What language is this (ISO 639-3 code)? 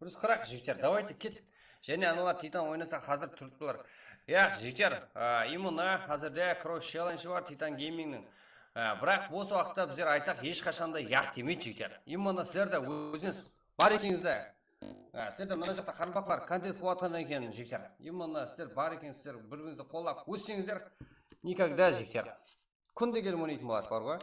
kaa